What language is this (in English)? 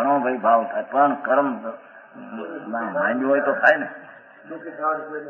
Gujarati